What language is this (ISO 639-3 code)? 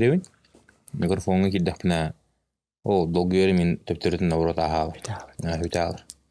sah